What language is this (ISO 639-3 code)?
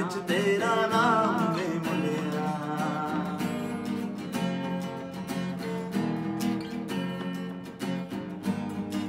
pan